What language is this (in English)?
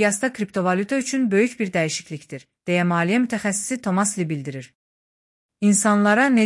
Azerbaijani